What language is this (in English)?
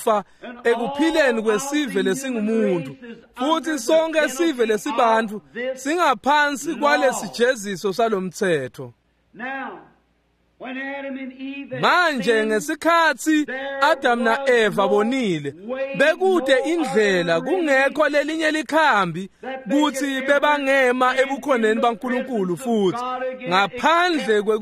Swati